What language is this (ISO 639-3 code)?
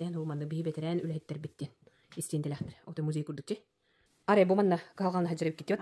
sah